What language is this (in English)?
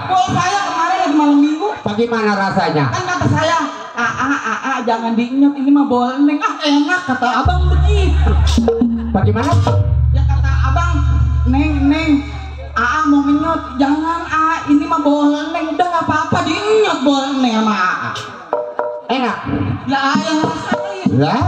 Betawi